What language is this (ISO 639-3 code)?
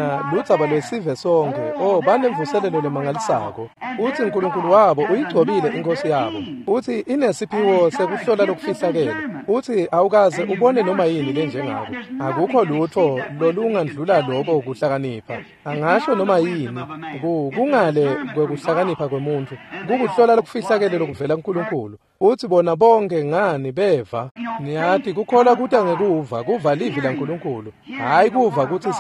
ssw